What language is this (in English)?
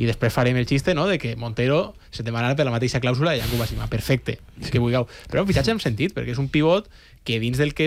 Catalan